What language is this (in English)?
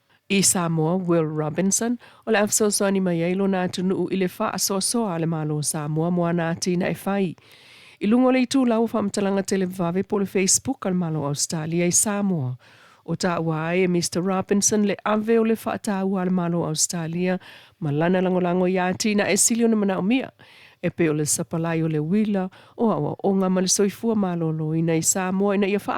Samoan